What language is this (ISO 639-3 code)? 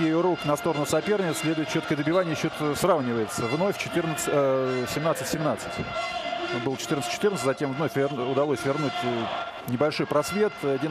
rus